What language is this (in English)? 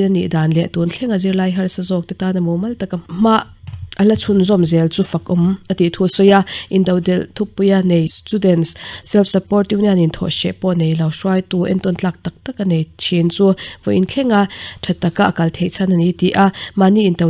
Mizo